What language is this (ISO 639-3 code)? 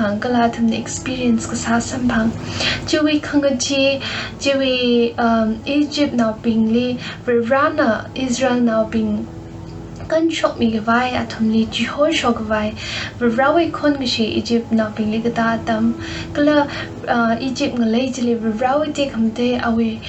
nmf